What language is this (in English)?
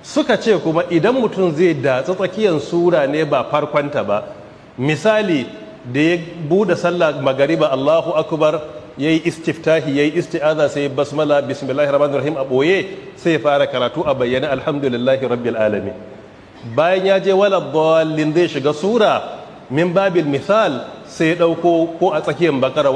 Hausa